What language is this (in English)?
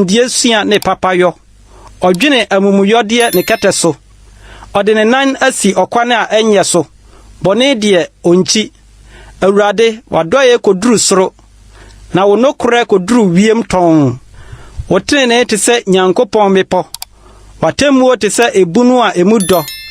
Akan